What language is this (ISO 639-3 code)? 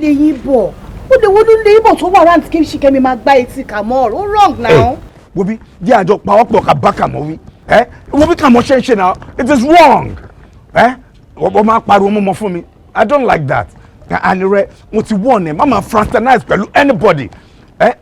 yor